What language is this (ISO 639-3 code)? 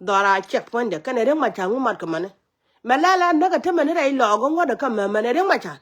nus